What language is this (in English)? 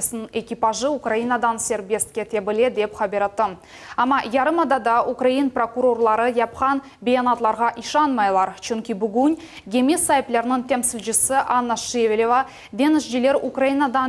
Crimean Tatar